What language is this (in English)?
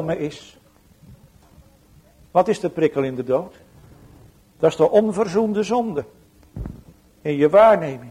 Dutch